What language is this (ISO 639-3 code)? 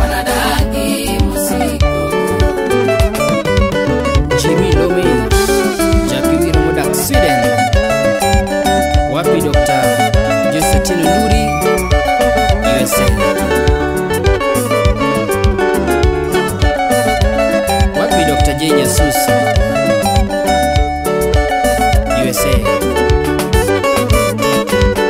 swa